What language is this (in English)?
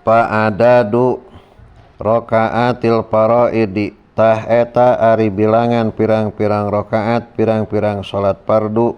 Sundanese